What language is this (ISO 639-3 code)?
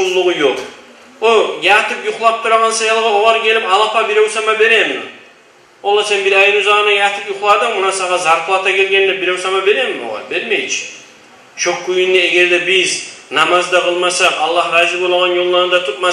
kum